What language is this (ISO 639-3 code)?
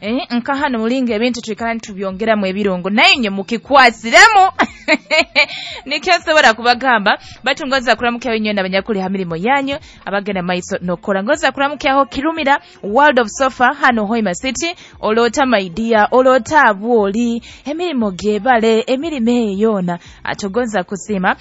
nyo